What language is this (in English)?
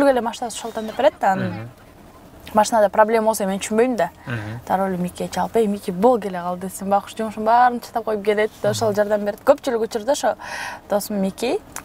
Kyrgyz